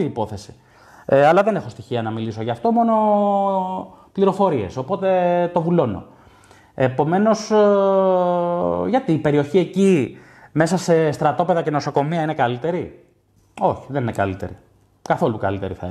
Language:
Greek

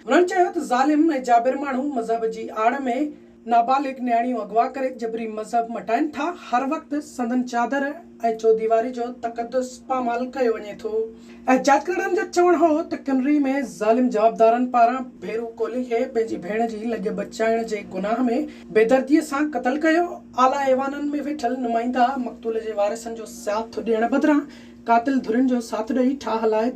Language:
Sindhi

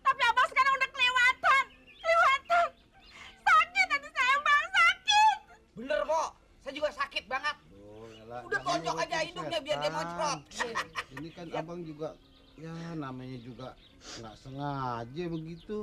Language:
Betawi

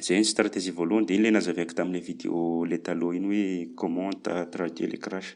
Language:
Malagasy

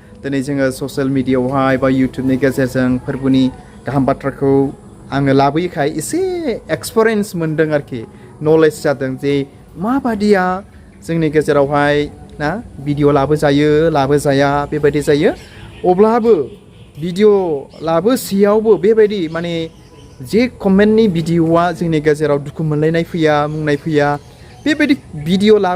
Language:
Bodo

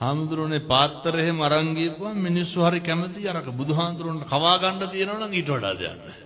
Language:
Sinhala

